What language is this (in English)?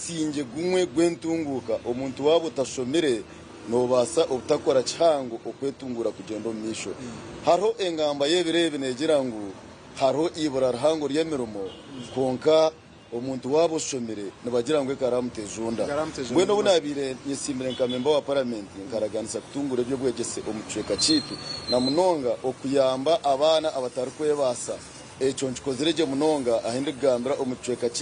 Nyankole